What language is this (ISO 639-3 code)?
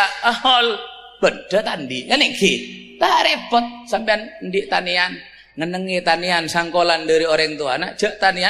mad